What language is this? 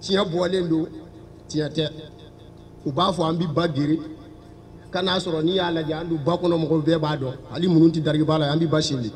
Bambara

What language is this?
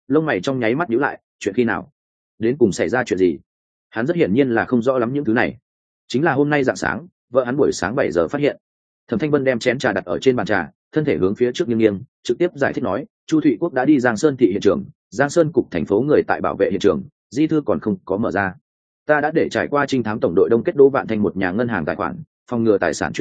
Vietnamese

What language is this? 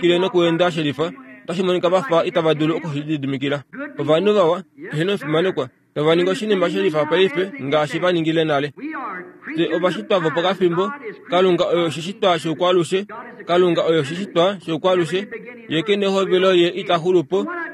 Kuanyama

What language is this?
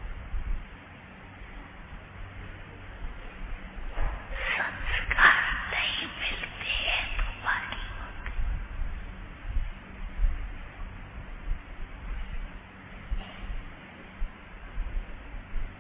Hindi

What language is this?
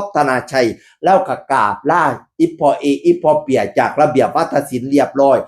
Northeastern Thai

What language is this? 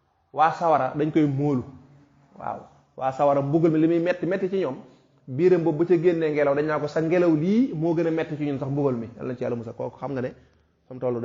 Wolof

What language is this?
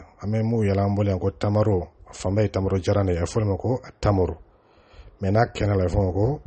Dyula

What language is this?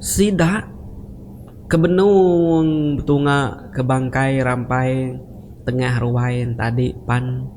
Iban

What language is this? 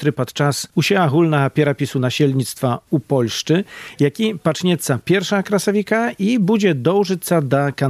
Belarusian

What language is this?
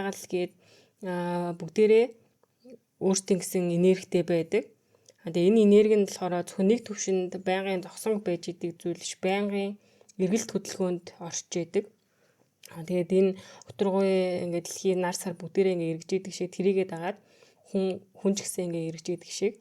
Mongolian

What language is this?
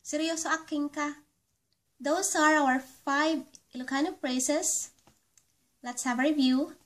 Iloko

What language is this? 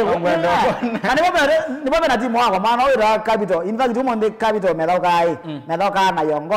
Kamba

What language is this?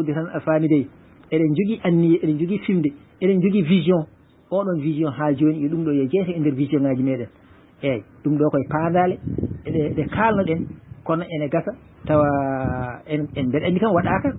Fula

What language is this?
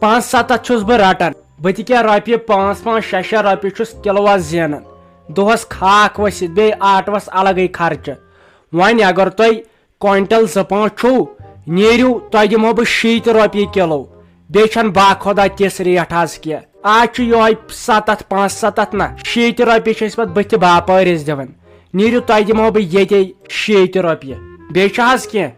Kashmiri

